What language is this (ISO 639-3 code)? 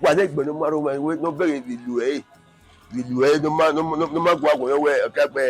bin